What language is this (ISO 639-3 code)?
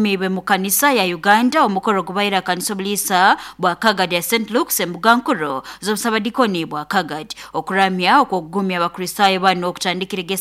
nyn